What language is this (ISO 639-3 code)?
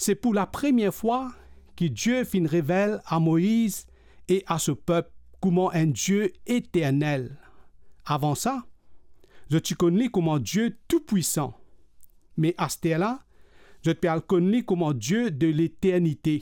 mfe